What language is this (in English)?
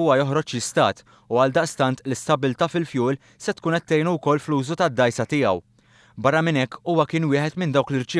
Maltese